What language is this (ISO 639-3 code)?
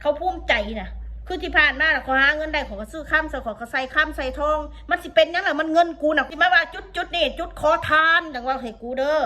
tts